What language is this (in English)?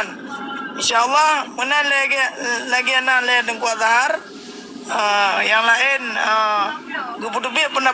Achinese